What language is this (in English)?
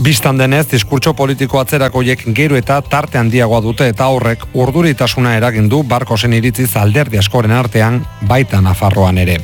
Basque